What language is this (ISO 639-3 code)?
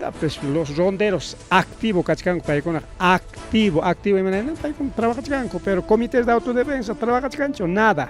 quy